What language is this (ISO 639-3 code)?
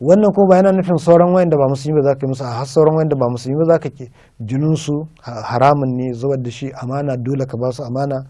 hau